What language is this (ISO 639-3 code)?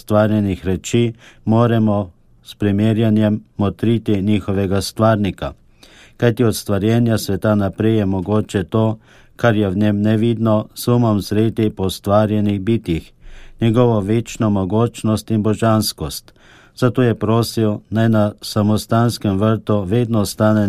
slv